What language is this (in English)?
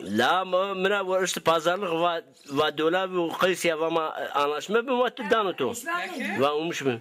Zaza